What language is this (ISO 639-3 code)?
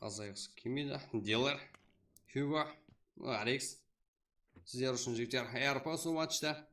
kaa